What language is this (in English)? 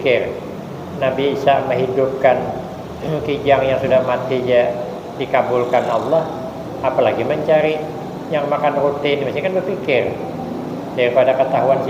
Banjar